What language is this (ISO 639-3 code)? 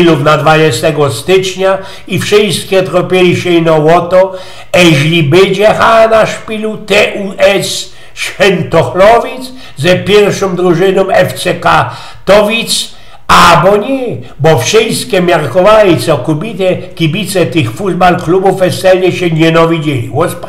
szl